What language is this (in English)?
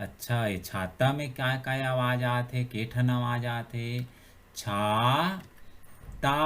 Chhattisgarhi